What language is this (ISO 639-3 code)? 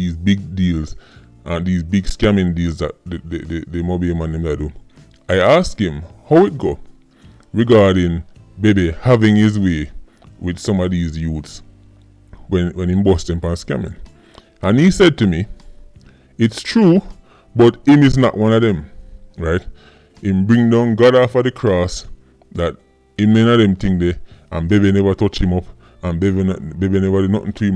jam